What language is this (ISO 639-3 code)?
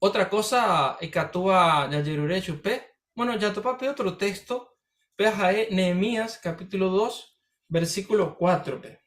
grn